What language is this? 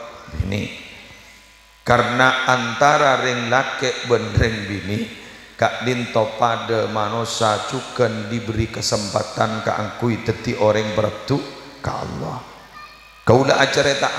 Madurese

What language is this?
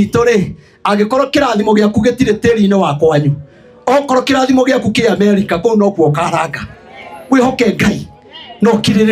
Kikuyu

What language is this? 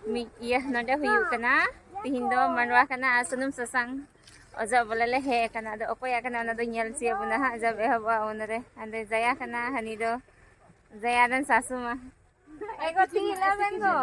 Santali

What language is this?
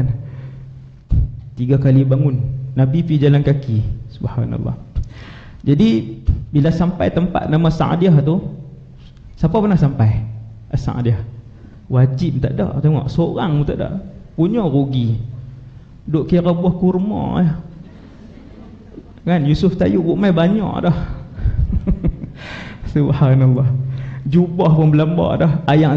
Malay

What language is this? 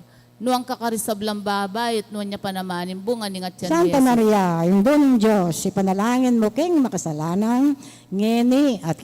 Pampanga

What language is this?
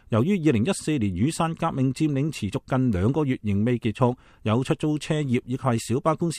Cantonese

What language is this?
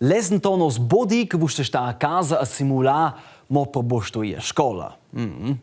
Romansh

